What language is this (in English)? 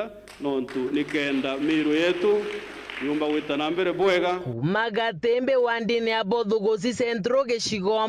Meru